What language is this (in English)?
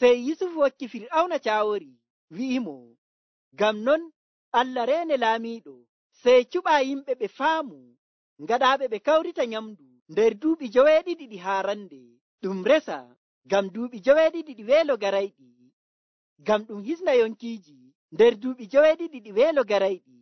Nigerian Fulfulde